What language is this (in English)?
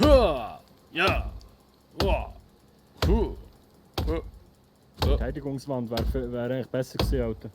Swiss German